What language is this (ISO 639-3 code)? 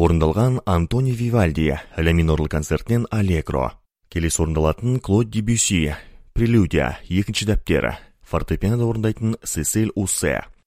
kaz